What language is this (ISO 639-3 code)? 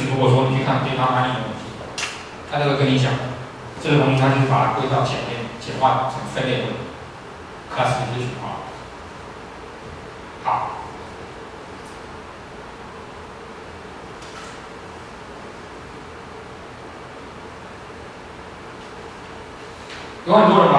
zho